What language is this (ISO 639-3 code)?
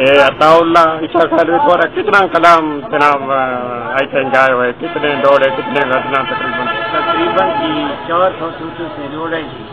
skr